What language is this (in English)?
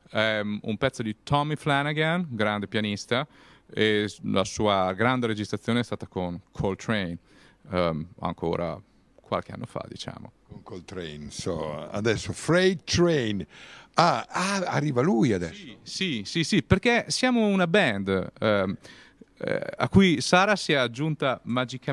Italian